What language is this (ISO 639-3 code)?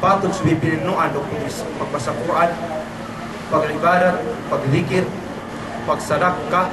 yka